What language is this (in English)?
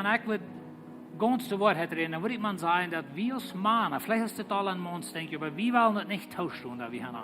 Plautdietsch